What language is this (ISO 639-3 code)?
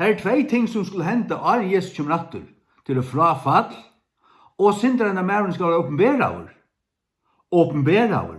fao